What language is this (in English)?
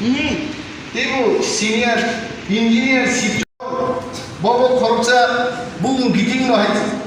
Kok Borok